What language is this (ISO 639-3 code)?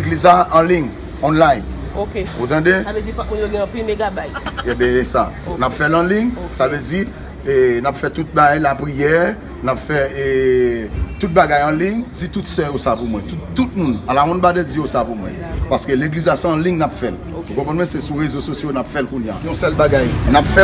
hat